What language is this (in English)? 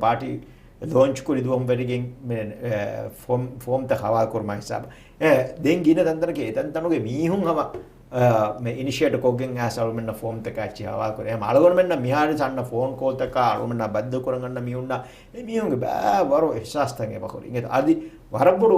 Divehi